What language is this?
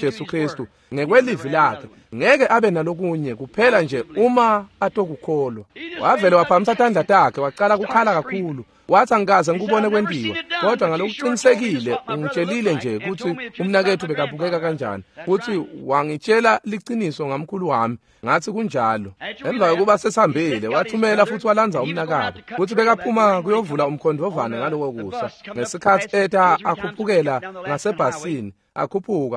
Swati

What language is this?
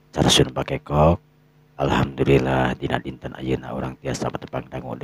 Sundanese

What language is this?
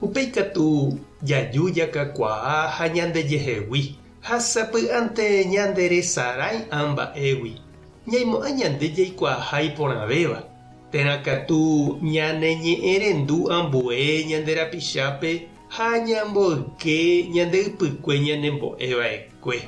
Guarani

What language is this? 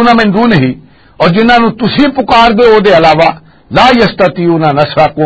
Western Panjabi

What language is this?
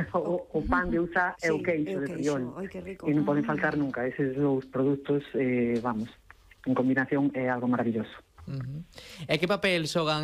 Galician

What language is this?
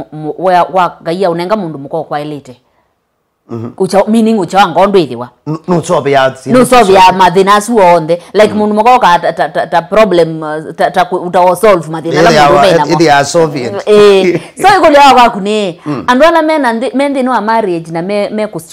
Kamba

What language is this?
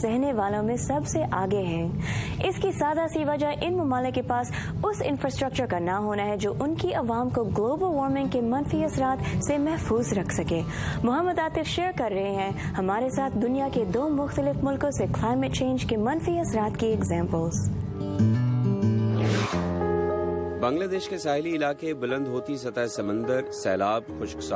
Urdu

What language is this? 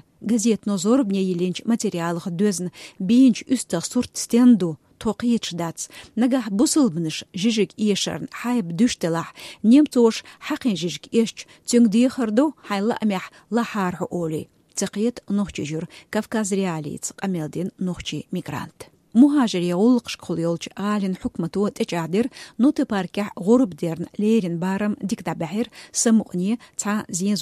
Chechen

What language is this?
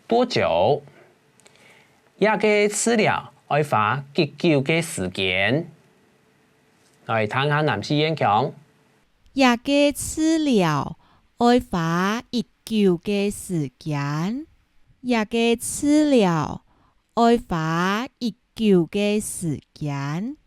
Hakka Chinese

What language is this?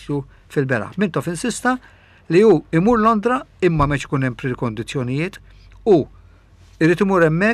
Maltese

